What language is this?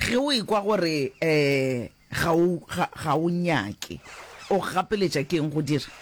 Northern Sotho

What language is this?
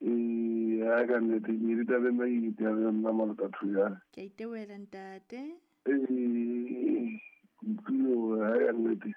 Southern Sotho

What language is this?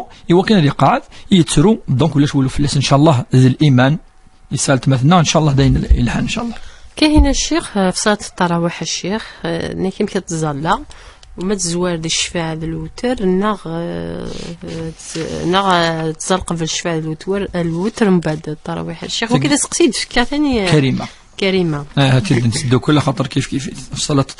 Kabyle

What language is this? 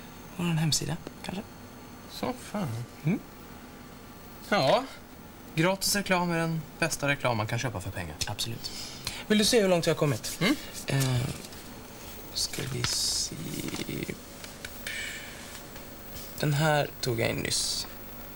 Swedish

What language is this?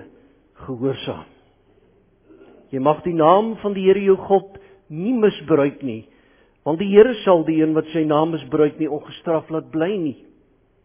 Afrikaans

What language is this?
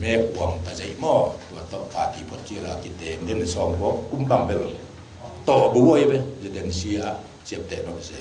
Tedim Chin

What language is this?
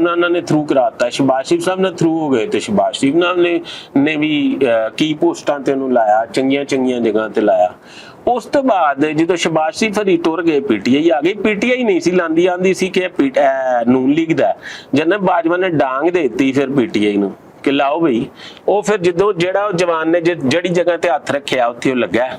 Western Panjabi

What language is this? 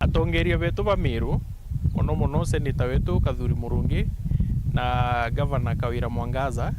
Meru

